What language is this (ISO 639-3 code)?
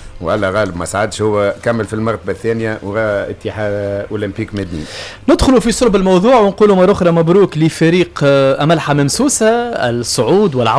aeb